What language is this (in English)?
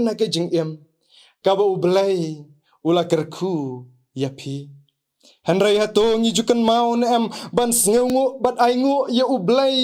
Khasi